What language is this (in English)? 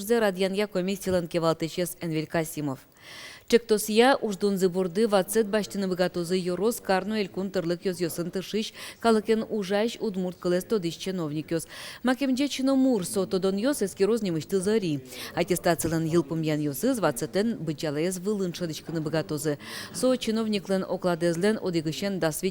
Udmurt